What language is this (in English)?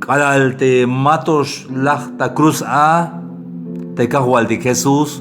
Tzeltal